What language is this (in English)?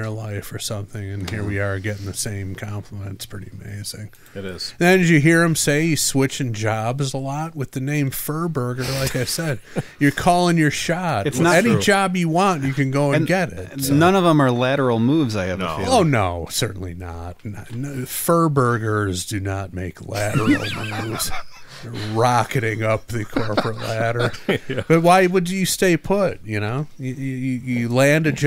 English